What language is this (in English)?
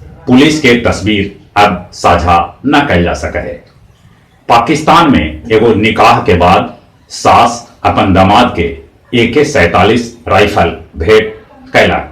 Magahi